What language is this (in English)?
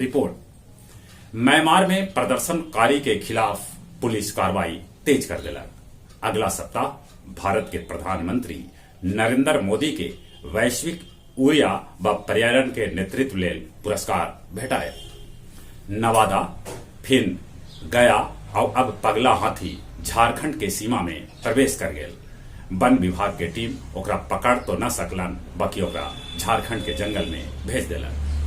Magahi